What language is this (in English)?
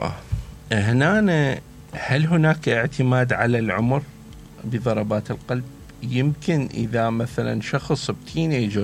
Mesopotamian Arabic